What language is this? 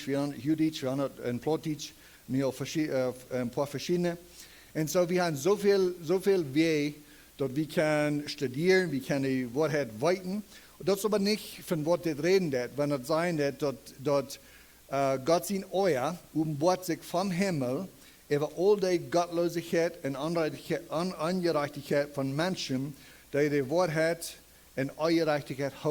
Plautdietsch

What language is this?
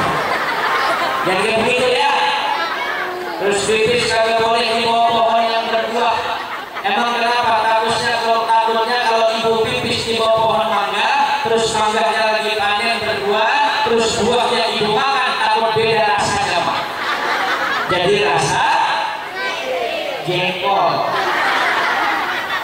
Indonesian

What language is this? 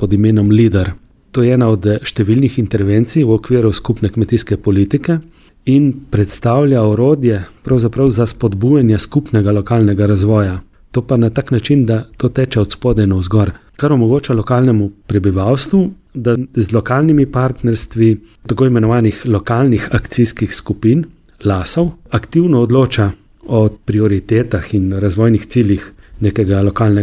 Slovenian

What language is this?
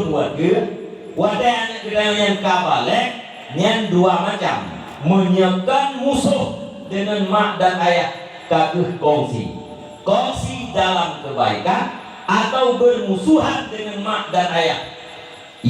Achinese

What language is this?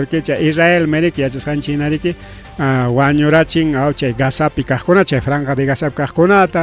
Ayacucho Quechua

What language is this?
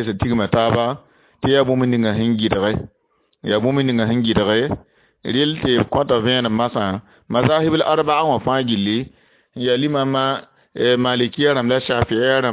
Mossi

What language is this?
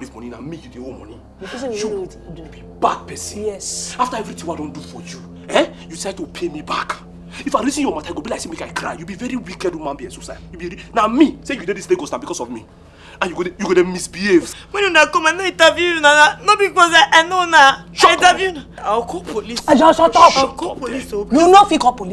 Nigerian Pidgin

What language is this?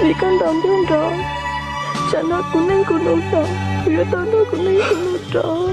Hmong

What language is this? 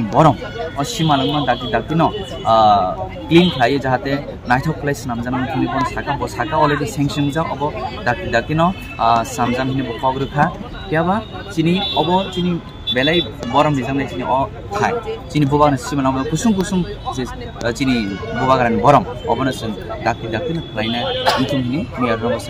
Kok Borok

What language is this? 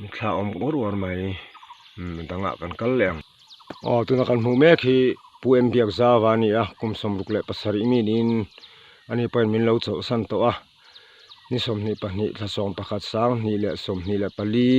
Mizo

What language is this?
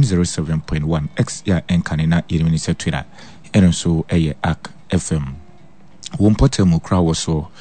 Akan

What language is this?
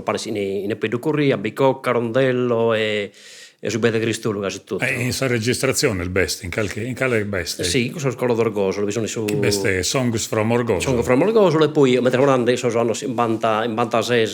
Sardinian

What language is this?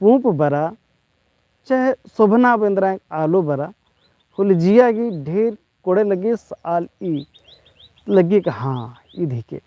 Kurukh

